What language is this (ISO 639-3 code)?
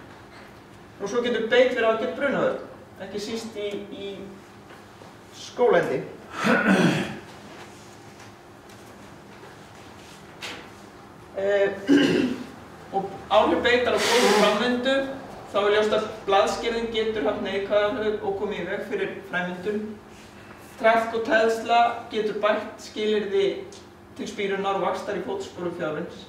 isl